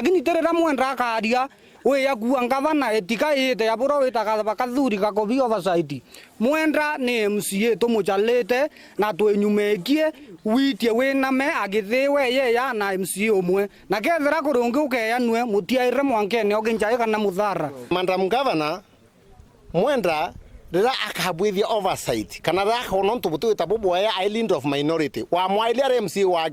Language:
Meru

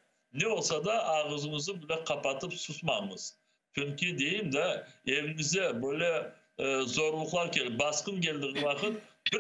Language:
Crimean Tatar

